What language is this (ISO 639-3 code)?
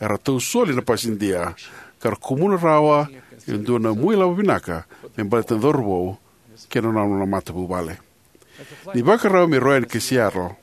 fij